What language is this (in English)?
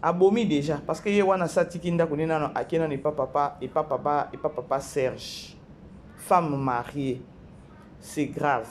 Lingala